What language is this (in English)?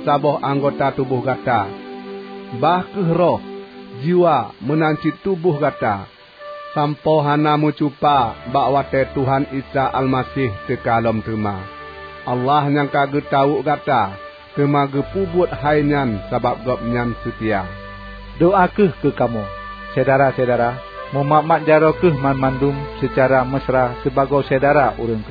Achinese